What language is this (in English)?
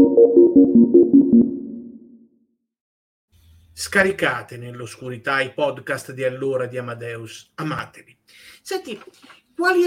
Italian